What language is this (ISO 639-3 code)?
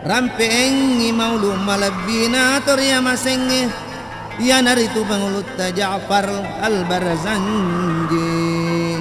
bug